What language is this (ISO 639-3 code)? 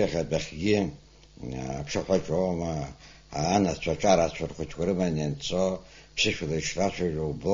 abk